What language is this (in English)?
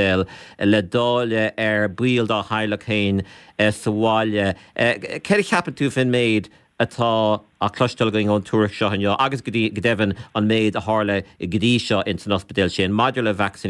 Irish